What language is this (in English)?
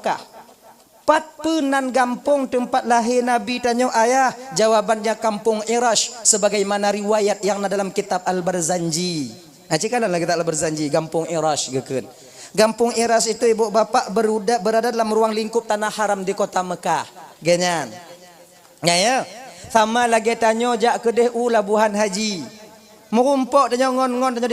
Achinese